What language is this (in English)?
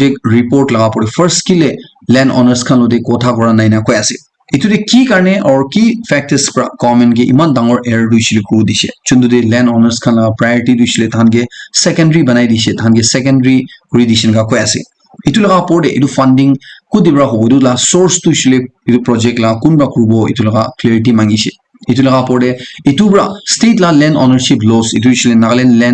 Naga Pidgin